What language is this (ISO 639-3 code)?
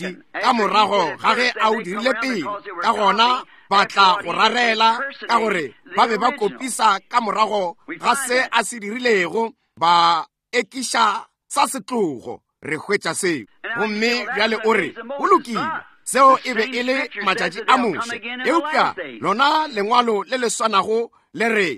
nso